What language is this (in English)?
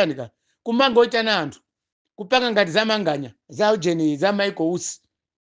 Nyanja